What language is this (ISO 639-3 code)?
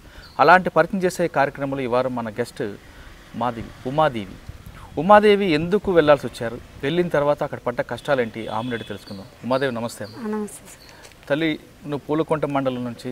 tel